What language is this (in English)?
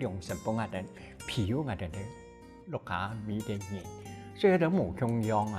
Hakka Chinese